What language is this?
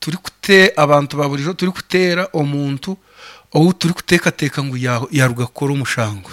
Nyankole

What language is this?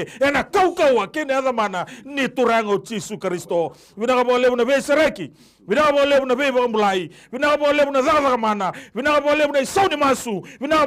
Fijian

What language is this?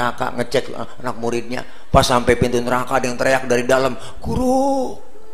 Betawi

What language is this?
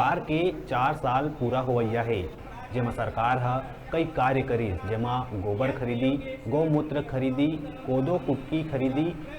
Chhattisgarhi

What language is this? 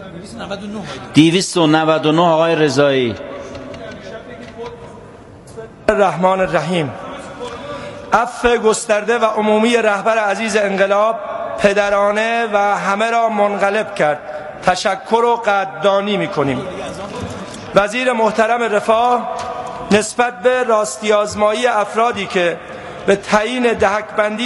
Persian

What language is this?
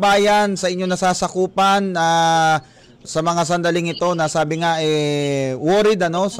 Filipino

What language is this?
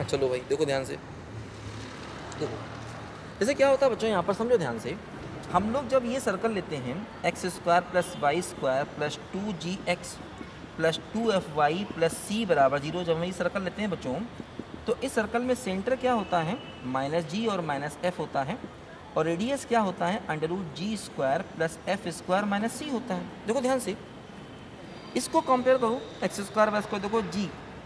Hindi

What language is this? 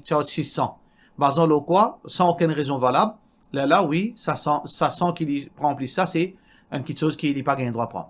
Morisyen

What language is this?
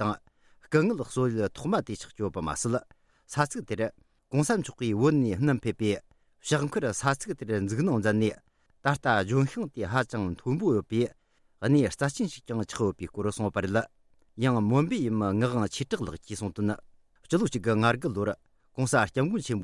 Tibetan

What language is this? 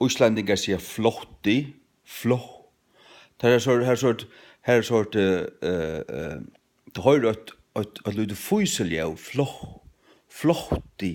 Faroese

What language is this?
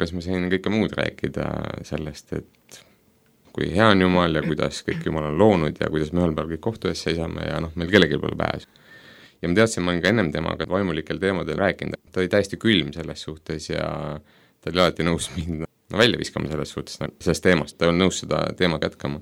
Estonian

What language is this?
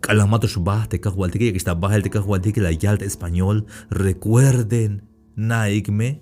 Tzeltal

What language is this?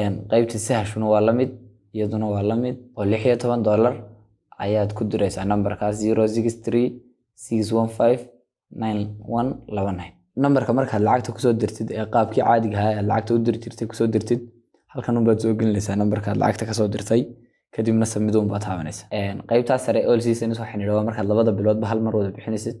Somali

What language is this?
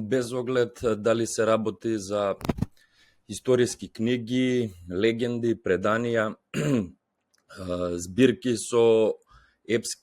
Macedonian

